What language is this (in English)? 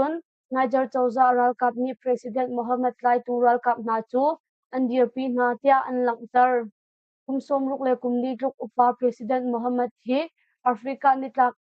Hakha Chin